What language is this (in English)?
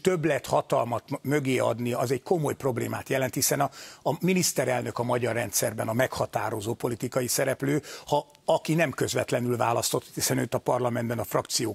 Hungarian